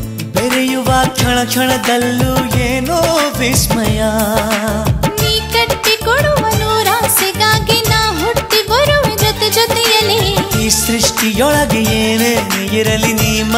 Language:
Kannada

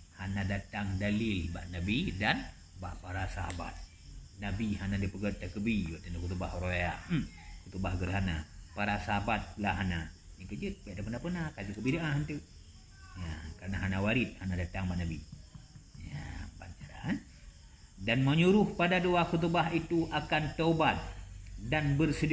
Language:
Achinese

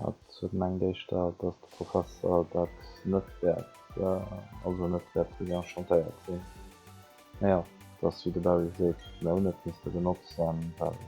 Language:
Luxembourgish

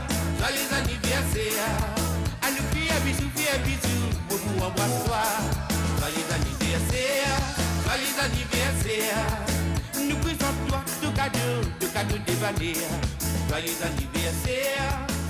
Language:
Morisyen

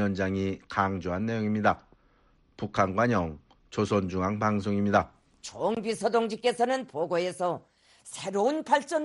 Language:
Korean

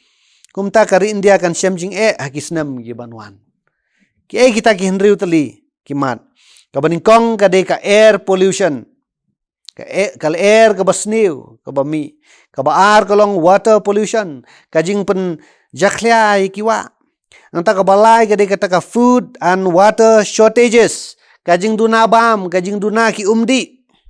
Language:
Khasi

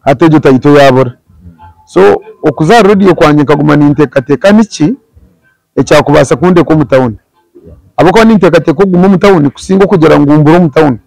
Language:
Nyankole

